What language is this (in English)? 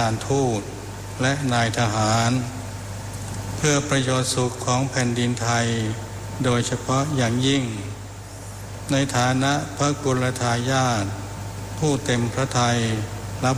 Thai